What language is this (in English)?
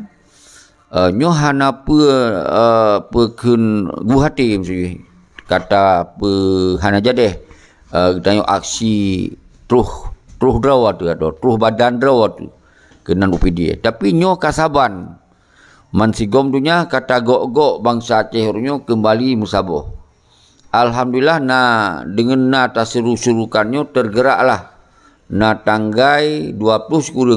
Achinese